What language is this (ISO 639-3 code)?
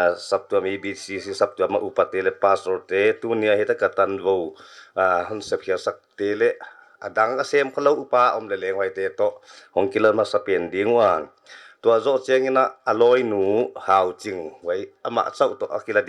pck